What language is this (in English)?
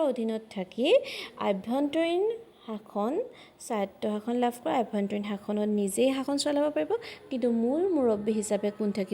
Assamese